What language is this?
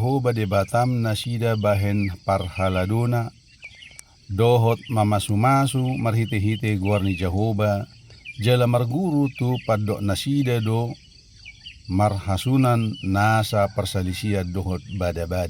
Batak Toba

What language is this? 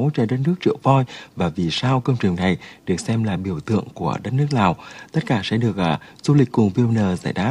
Vietnamese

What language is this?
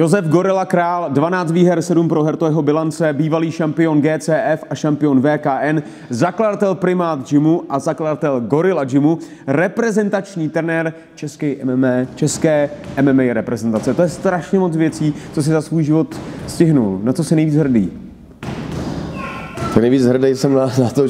Czech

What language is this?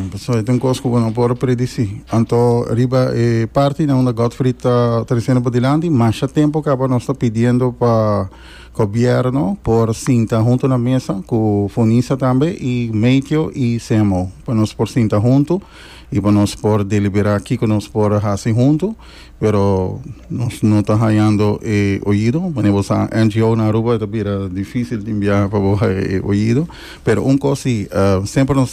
Papiamento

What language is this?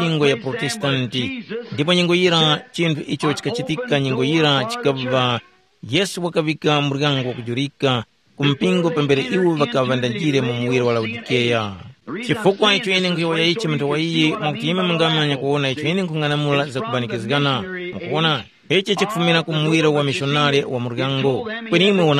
Tumbuka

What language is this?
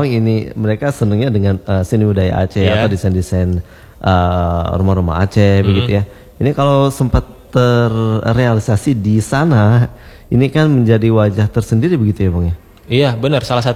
Indonesian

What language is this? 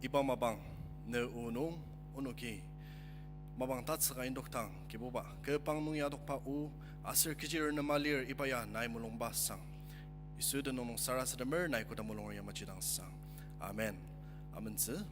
Ao Naga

